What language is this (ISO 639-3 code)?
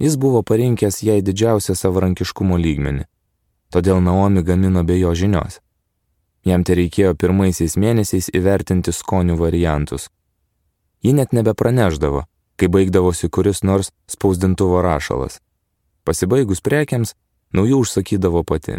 lit